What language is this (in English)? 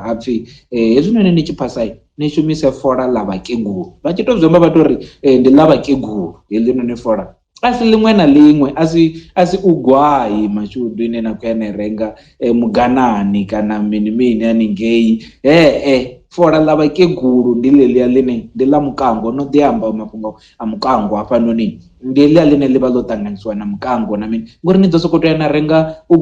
Venda